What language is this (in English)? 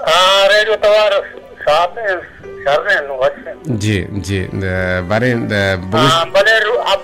Baluchi